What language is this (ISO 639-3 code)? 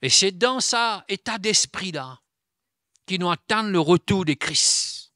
mfe